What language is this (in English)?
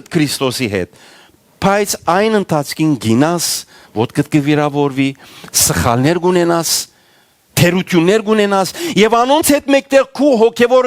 Western Armenian